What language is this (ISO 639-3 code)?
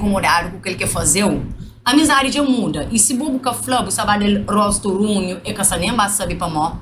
kea